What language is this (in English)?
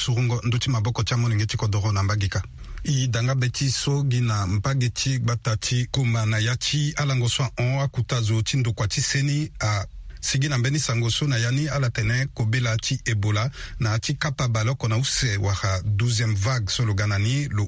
Sango